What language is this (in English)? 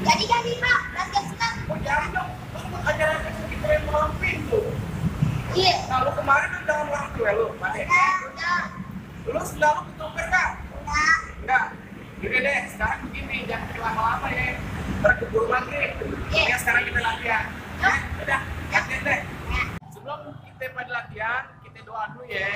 Betawi